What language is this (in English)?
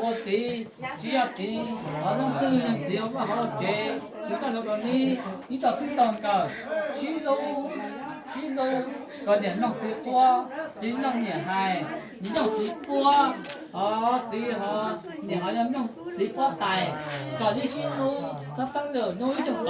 Hmong